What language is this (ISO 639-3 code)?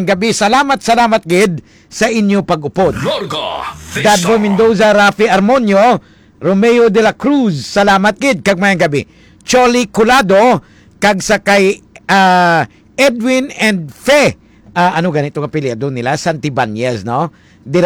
hil